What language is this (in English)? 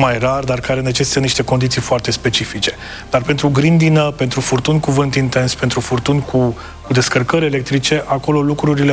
Romanian